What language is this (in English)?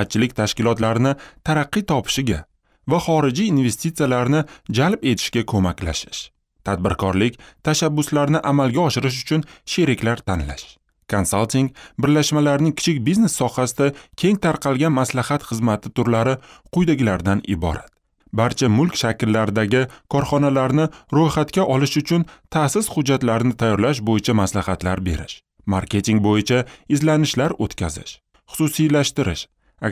Uzbek